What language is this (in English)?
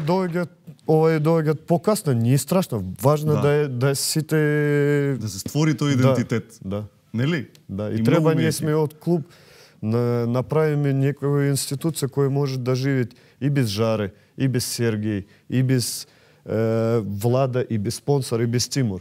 Macedonian